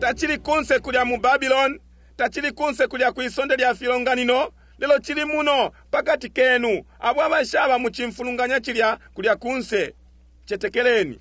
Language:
Bemba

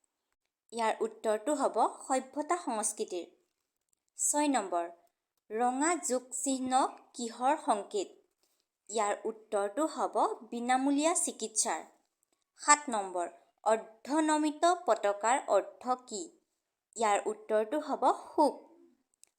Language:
Assamese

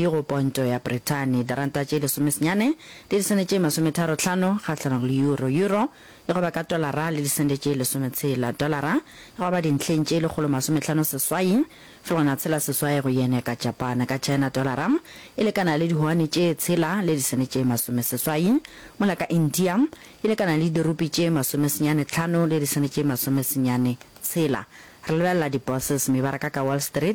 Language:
Northern Sotho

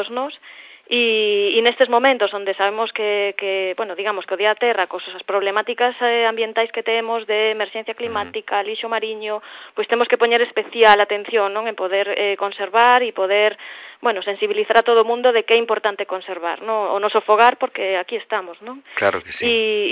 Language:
Galician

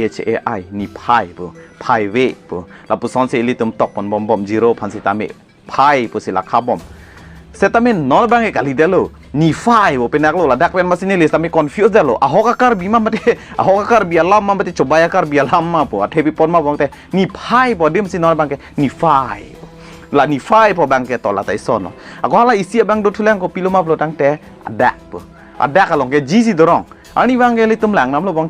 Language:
Karbi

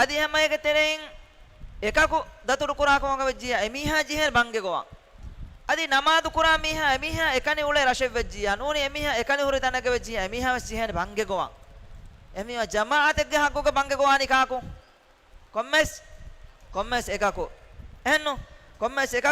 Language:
Divehi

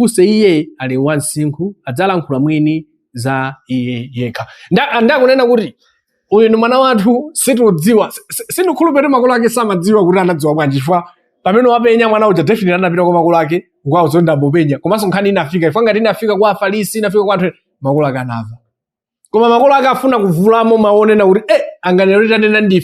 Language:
Nyanja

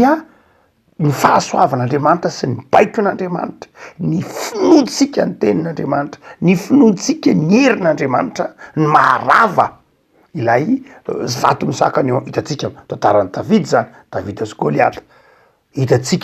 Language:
Malagasy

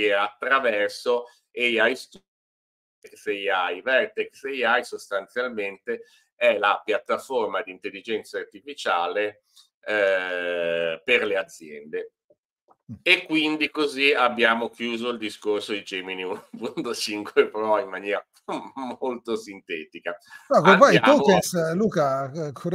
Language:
Italian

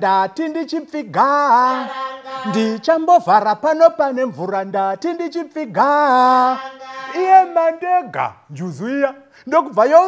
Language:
Shona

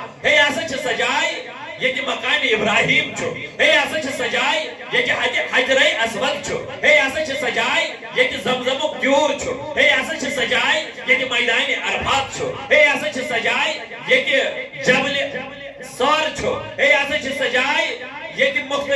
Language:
Kashmiri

